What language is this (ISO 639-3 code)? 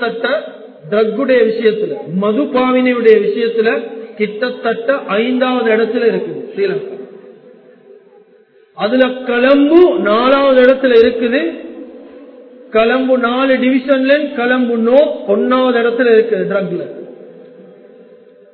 tam